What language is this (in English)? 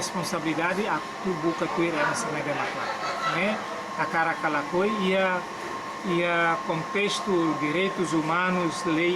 Tetum